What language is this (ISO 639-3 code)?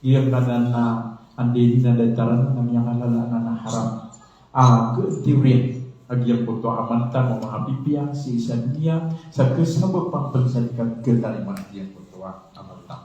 mrw